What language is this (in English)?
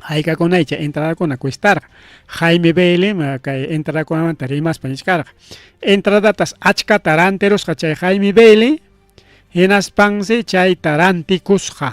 Ayacucho Quechua